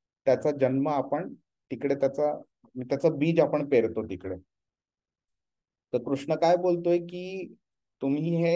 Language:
Marathi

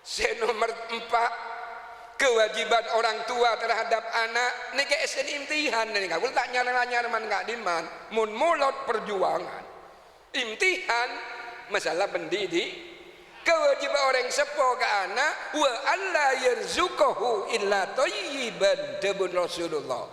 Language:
Madurese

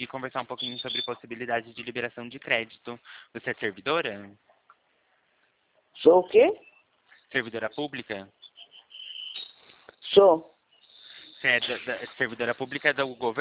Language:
Portuguese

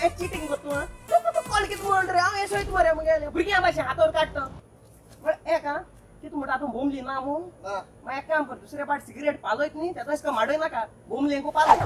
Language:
Konkani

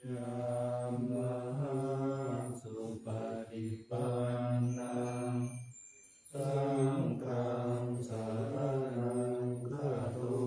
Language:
Pali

